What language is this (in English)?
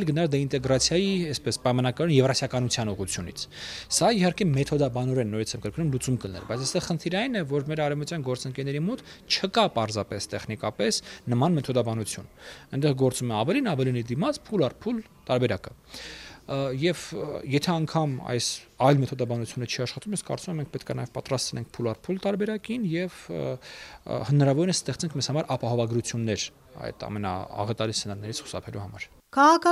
Armenian